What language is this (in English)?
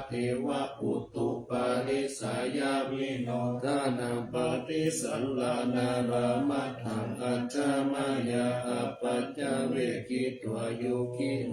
Pali